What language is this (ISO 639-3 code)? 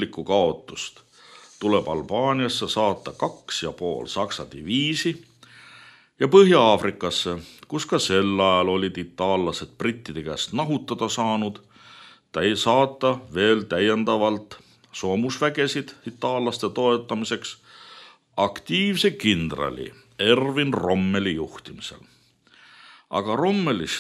est